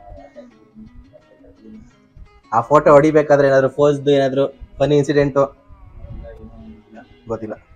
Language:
Kannada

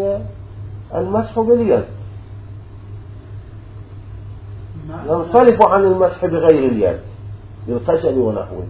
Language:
Arabic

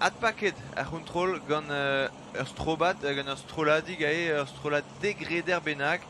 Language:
Breton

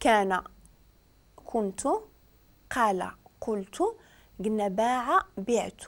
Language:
Moroccan Arabic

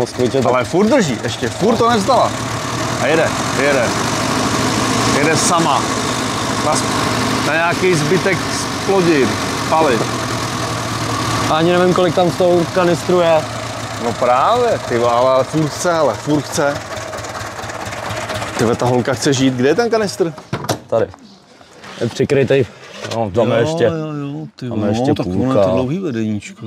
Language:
Czech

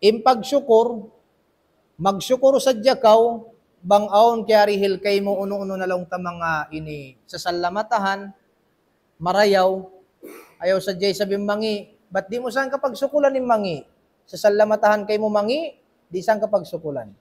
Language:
Tausug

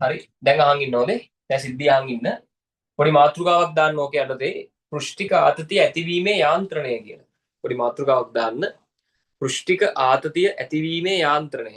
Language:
Sinhala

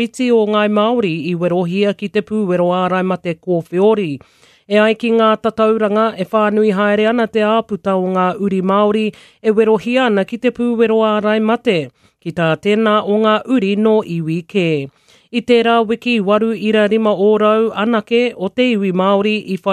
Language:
Māori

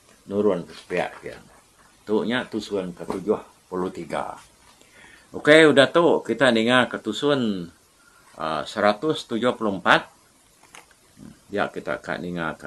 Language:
Iban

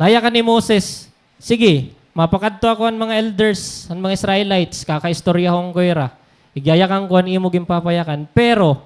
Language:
Waray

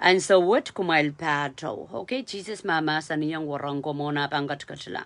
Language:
Pohnpeian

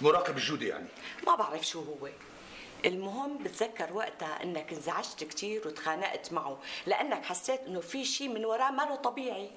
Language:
North Levantine Arabic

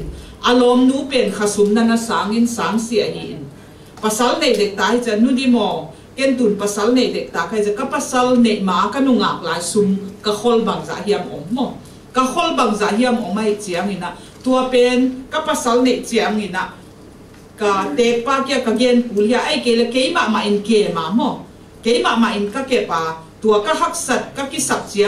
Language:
Tedim Chin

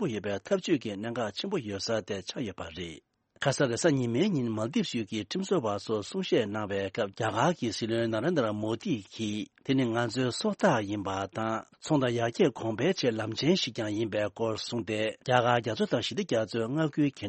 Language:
Tibetan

